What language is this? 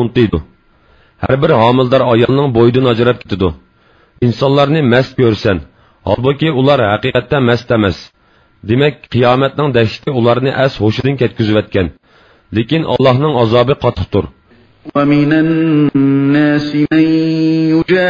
Uyghur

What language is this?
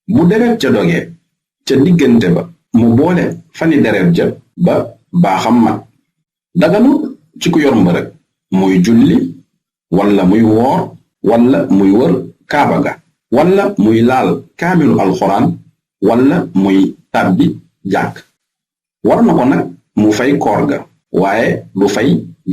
Wolof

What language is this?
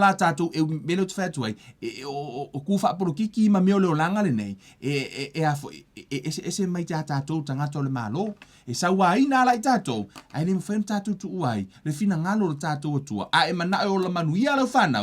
Samoan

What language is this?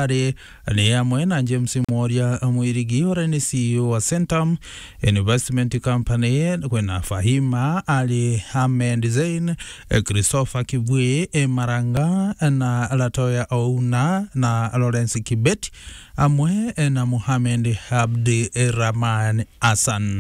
Meru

